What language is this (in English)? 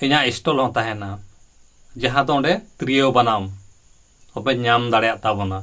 Santali